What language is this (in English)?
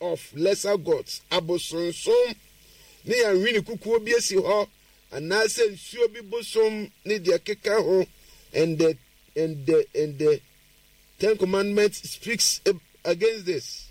Akan